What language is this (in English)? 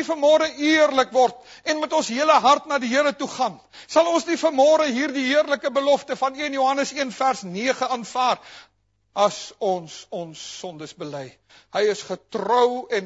Afrikaans